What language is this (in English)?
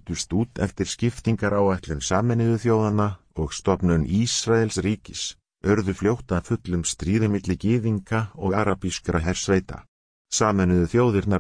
Icelandic